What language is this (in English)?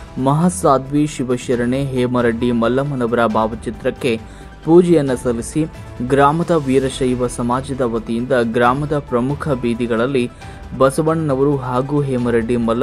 Kannada